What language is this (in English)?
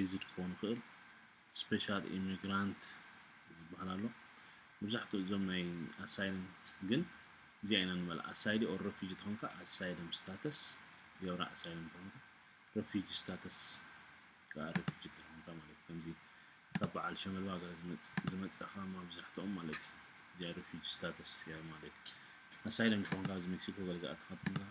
Tigrinya